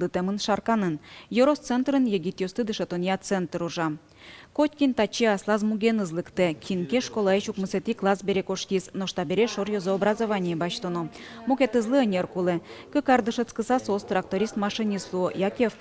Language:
Udmurt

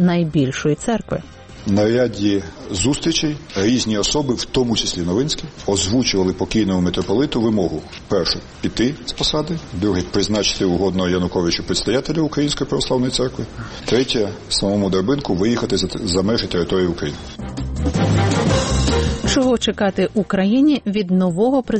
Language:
Ukrainian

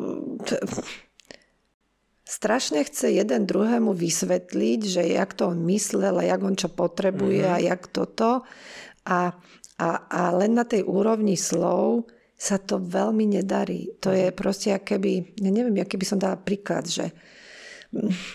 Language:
Slovak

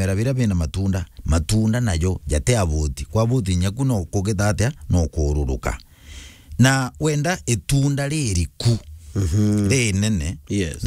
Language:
Meru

